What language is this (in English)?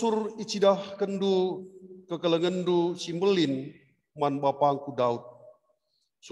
Batak Karo